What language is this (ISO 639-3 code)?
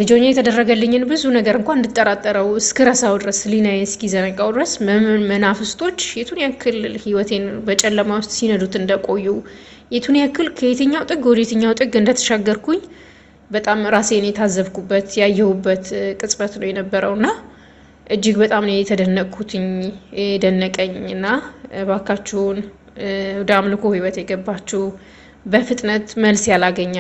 amh